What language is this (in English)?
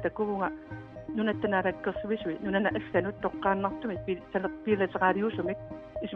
Kalaallisut